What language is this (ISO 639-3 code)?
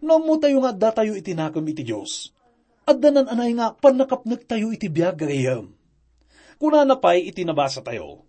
ilo